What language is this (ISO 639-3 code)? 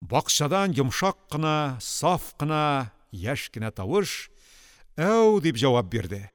tat